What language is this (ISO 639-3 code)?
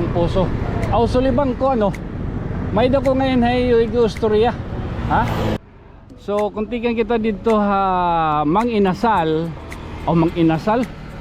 war